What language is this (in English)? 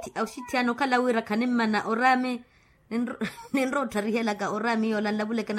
Makhuwa